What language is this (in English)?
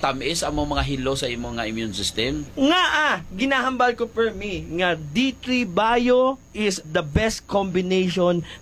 Hiligaynon